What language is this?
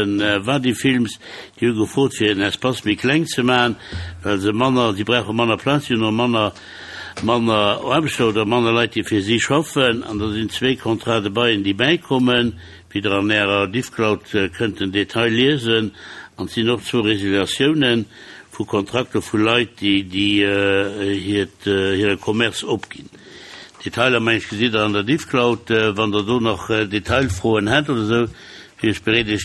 Luxembourgish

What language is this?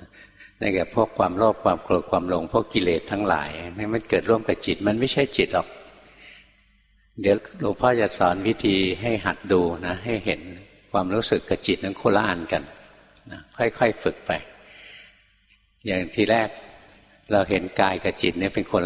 Thai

